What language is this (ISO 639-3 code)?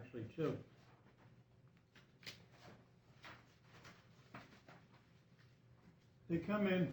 eng